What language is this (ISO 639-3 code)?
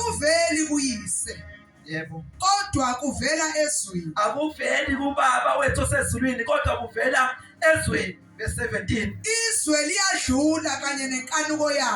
zul